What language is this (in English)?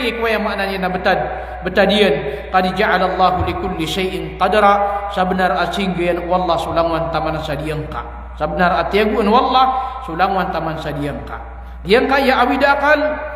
Maranao